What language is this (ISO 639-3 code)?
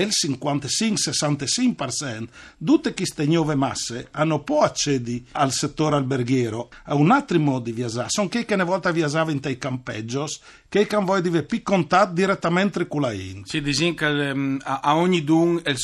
fur